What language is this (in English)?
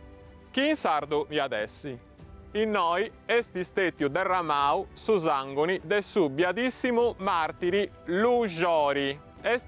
Sardinian